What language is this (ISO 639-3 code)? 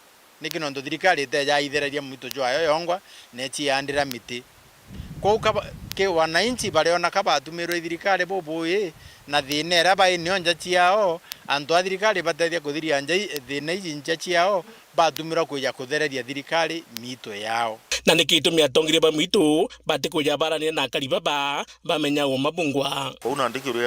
mer